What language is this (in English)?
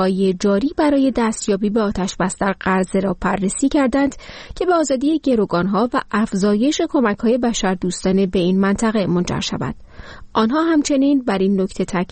Persian